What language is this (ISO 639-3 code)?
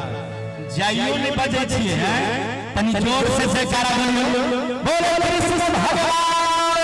mai